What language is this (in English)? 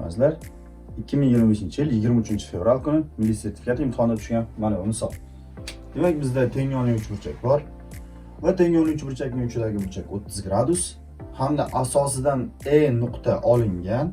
Uzbek